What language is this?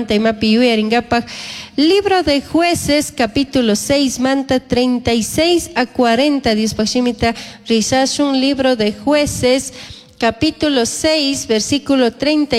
Chimborazo Highland Quichua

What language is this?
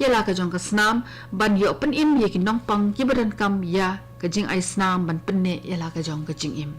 Khasi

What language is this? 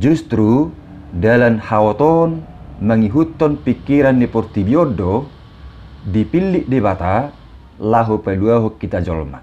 Batak Toba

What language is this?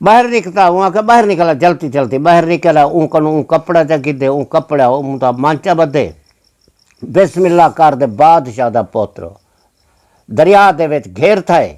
Saraiki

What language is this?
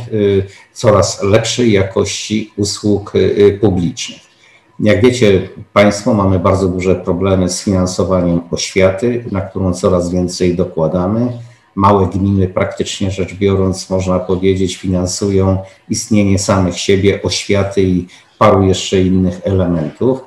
Polish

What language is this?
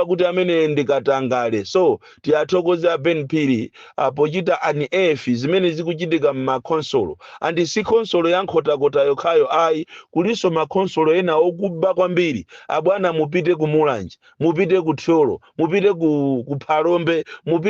Nyanja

